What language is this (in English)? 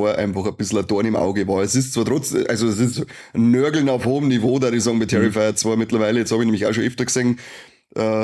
Bavarian